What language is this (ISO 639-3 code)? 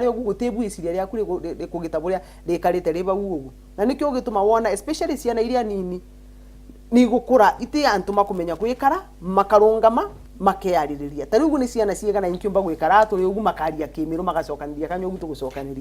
mer